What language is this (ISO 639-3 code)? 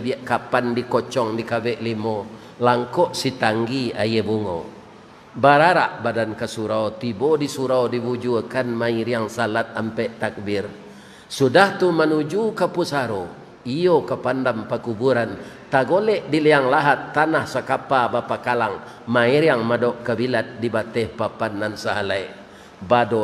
min